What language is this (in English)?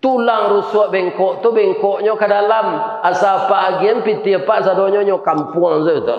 Minangkabau